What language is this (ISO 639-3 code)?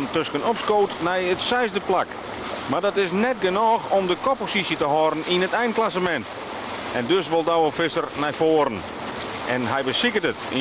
fry